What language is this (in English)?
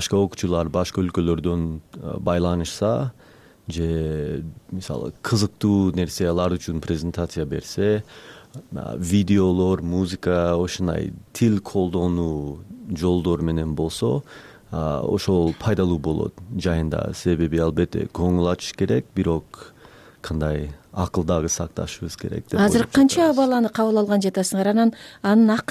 Kyrgyz